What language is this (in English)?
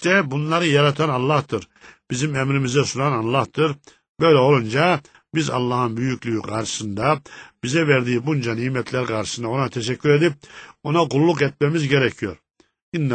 Turkish